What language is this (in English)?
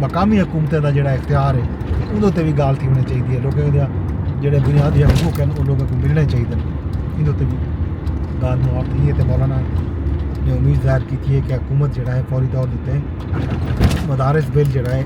Saraiki